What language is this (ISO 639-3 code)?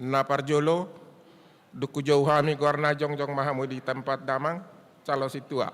bbc